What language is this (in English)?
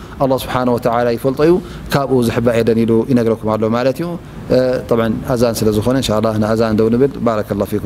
Tigrinya